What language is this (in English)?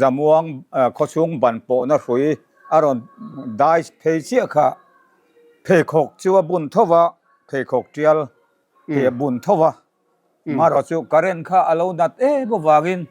Mizo